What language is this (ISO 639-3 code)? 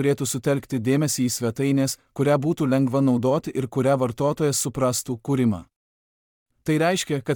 lit